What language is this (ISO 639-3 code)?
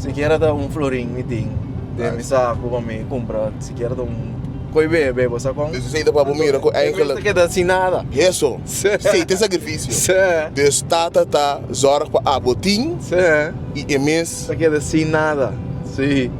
pap